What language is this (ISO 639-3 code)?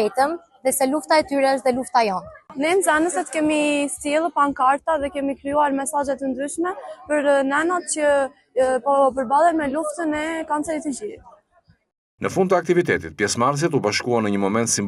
sqi